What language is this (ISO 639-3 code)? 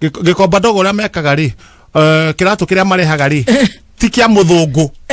kik